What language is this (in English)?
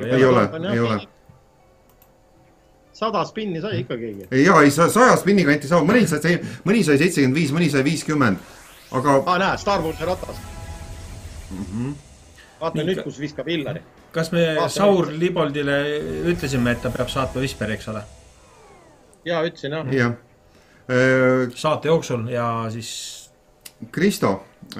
Estonian